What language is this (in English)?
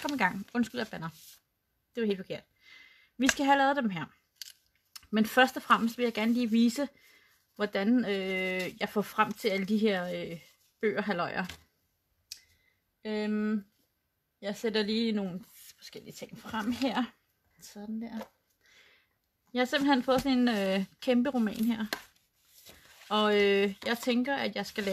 Danish